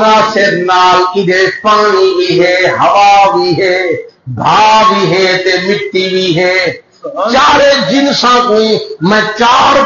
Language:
Saraiki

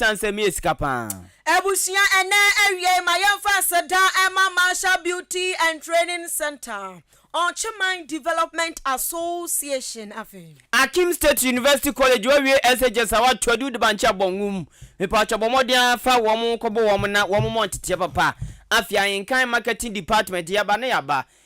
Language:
Akan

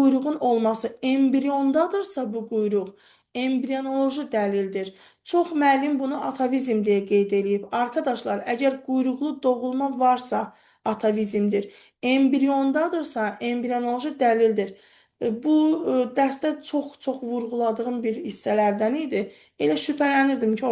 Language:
Azerbaijani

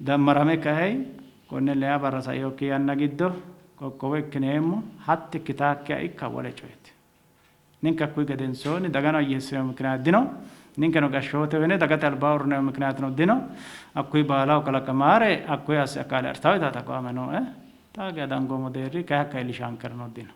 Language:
Sidamo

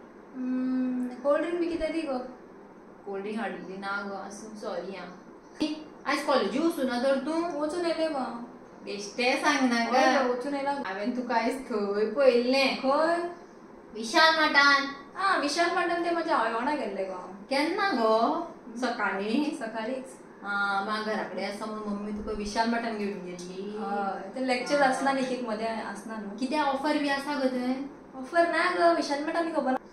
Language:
Konkani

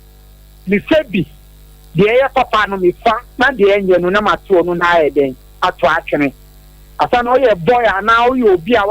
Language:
Akan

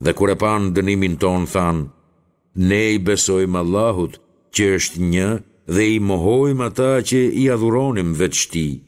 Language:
Albanian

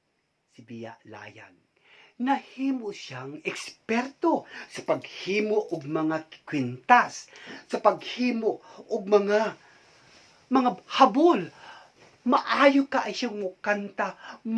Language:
Cebuano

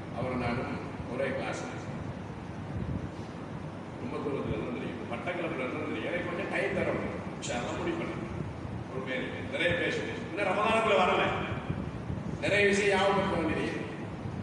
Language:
Tamil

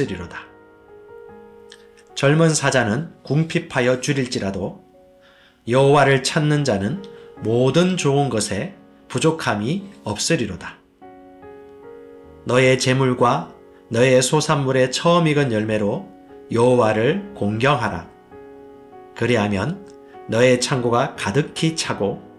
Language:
Korean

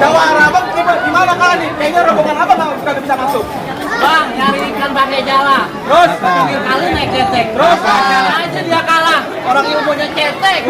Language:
Betawi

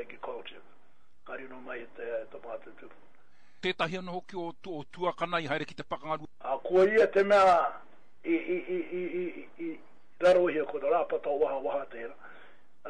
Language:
Māori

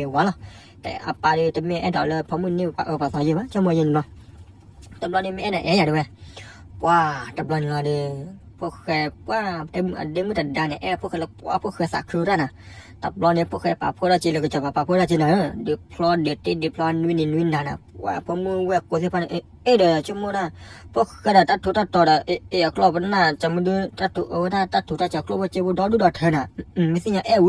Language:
S'gaw Karen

